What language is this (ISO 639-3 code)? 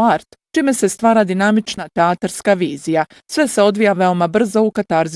bos